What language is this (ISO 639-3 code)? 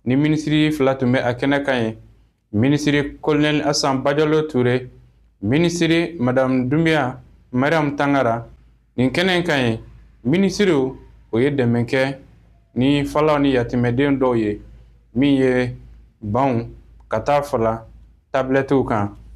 bam